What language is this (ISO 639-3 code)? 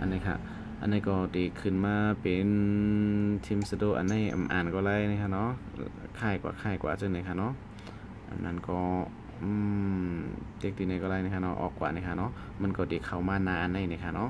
shn